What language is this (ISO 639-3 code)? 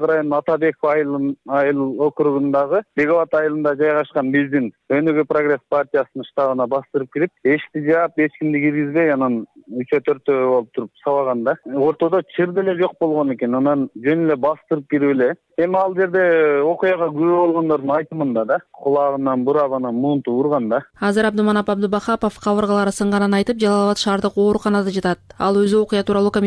kir